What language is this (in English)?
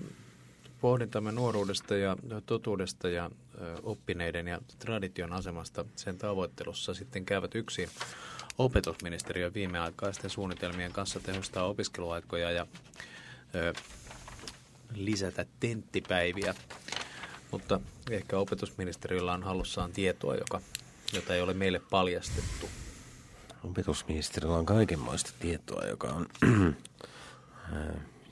Finnish